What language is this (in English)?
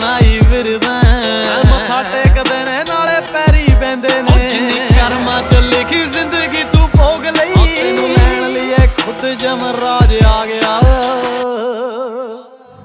Punjabi